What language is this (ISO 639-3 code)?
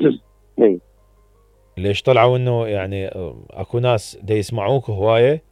acm